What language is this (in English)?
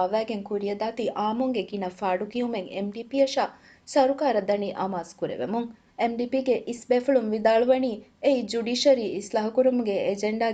Divehi